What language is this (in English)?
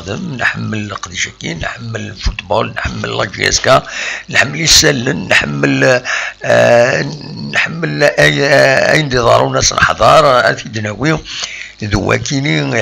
Kabyle